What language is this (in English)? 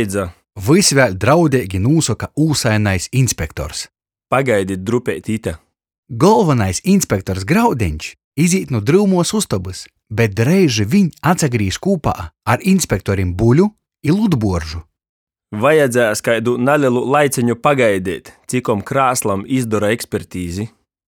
Latgalian